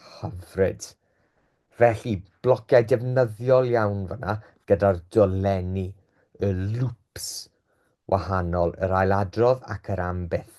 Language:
Welsh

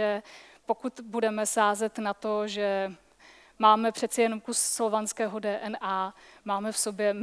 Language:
Czech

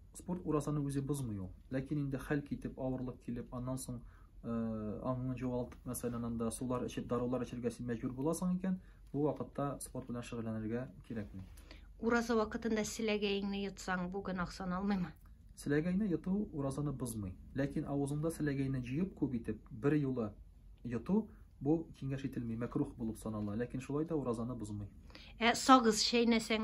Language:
Tatar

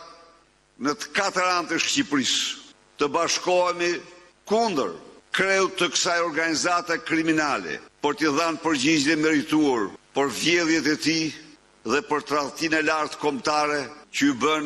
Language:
Albanian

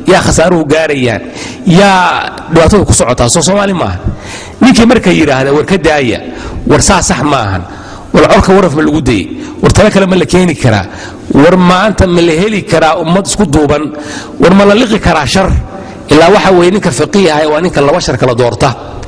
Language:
Somali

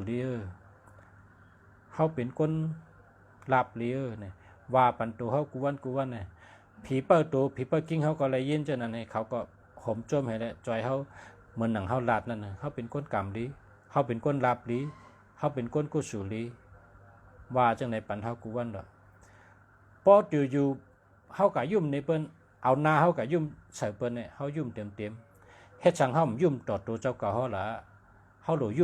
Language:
Shan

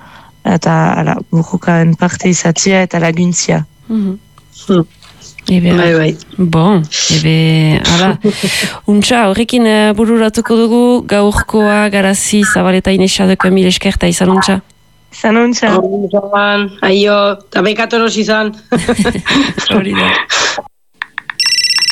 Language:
Basque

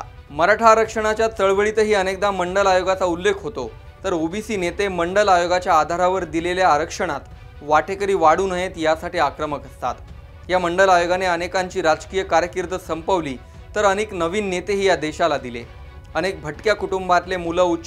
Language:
Marathi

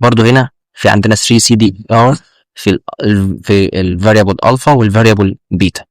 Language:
Egyptian Arabic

